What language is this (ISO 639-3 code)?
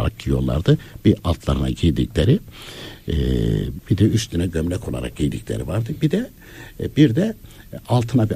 tur